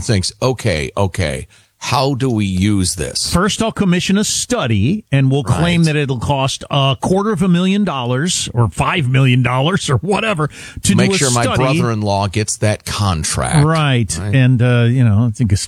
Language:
English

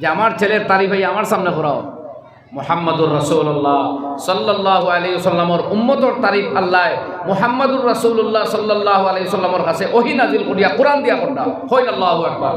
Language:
Sylheti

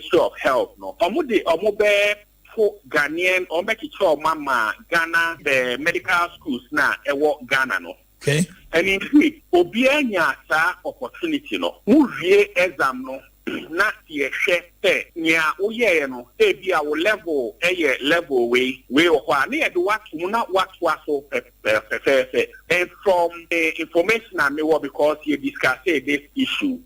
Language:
Akan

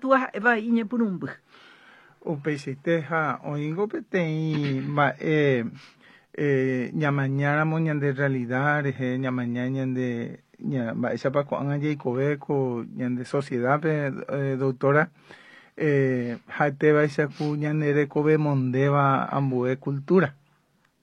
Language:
Guarani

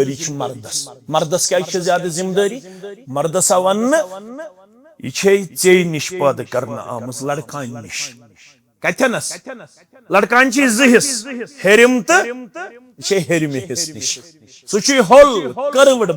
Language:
Kashmiri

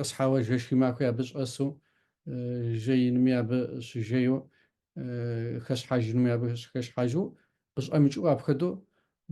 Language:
Kabardian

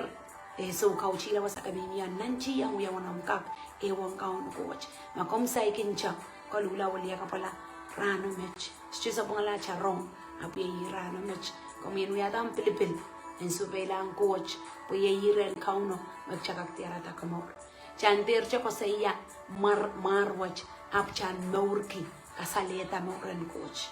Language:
Pohnpeian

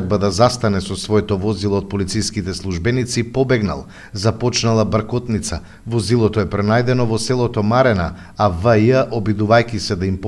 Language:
Macedonian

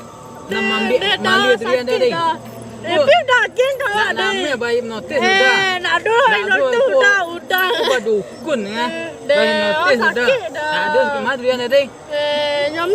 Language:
Minangkabau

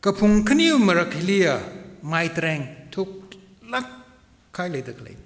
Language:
Tangkhul Naga (India)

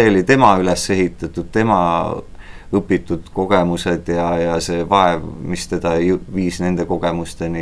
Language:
Estonian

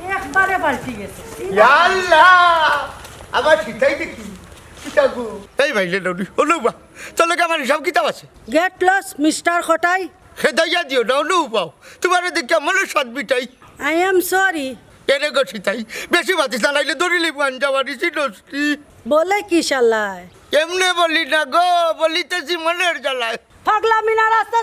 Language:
Sylheti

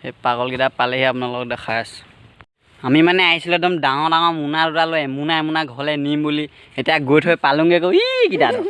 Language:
Assamese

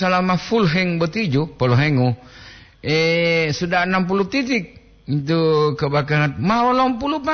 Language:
Gorontalo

